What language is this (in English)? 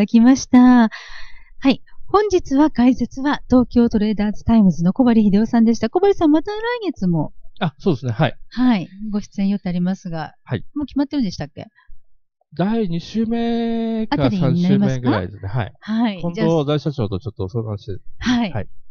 Japanese